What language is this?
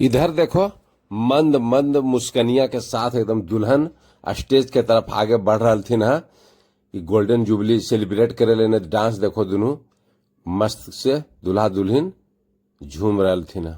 Magahi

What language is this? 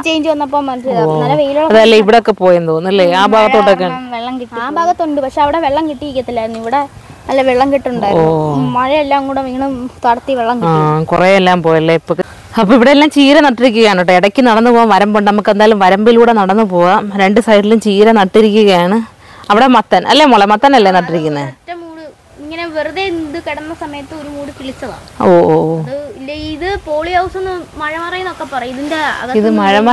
Malayalam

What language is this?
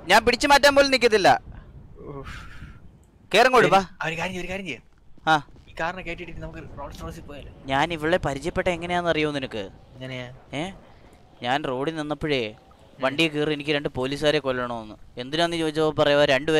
Malayalam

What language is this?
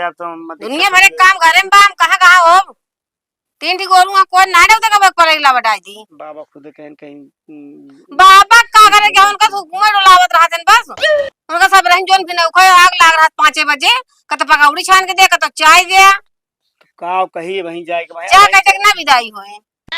Awadhi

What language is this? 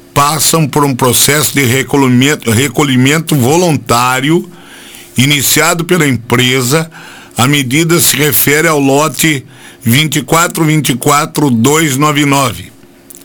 Portuguese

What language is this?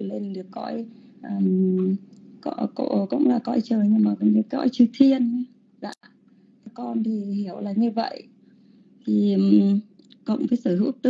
Vietnamese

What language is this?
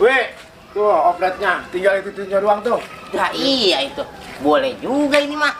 Betawi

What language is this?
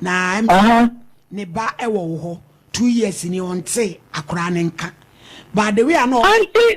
Akan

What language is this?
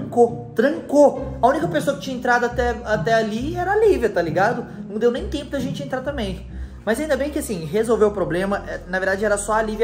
Portuguese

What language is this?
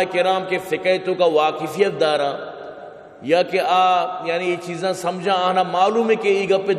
Baluchi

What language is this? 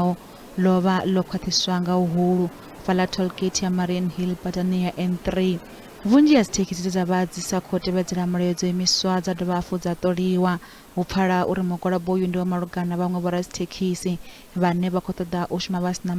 Venda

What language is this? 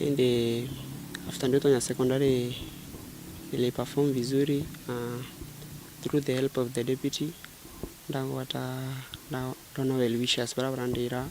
Meru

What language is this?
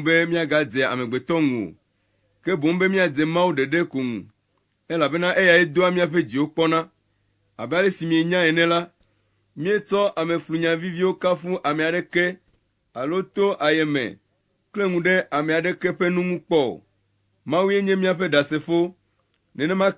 Ewe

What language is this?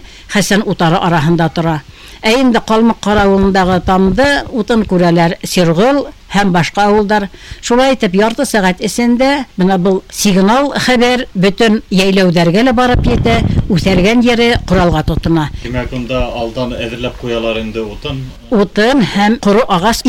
Bashkir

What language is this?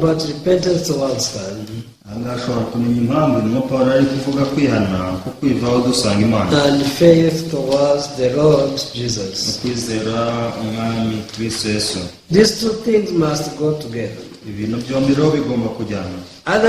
Kinyarwanda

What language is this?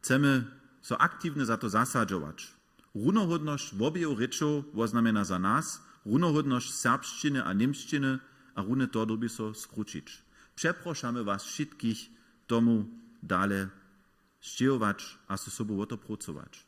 Upper Sorbian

